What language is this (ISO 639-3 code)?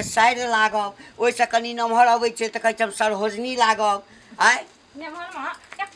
mai